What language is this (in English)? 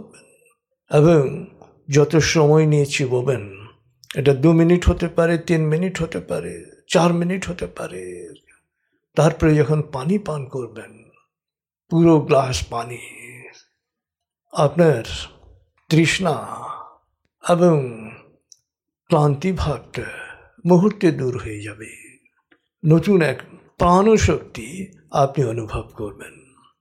Bangla